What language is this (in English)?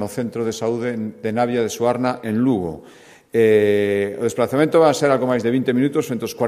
Galician